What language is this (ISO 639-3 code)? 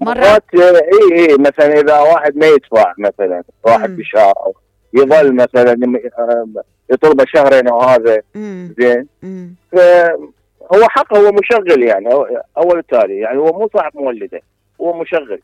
acm